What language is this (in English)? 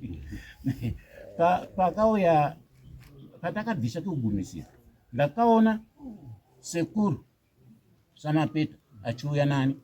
Shona